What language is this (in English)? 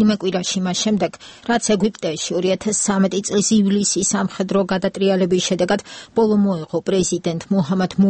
Georgian